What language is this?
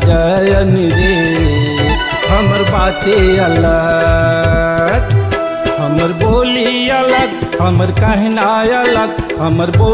Chhattisgarhi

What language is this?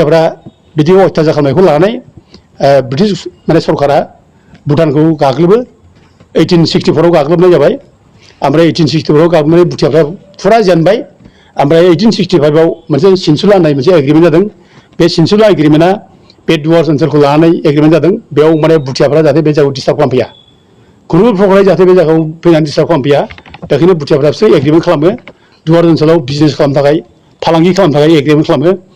Bodo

